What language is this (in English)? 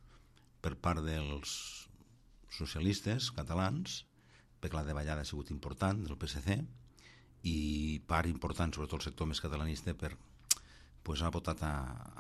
Catalan